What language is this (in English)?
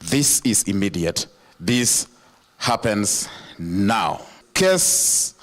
Kamba